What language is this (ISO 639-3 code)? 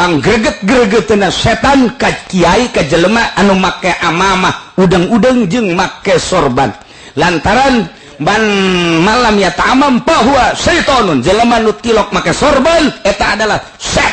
sun